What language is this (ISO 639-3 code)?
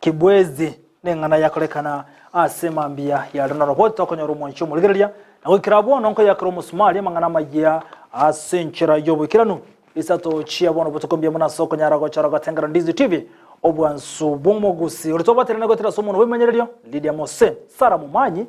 guz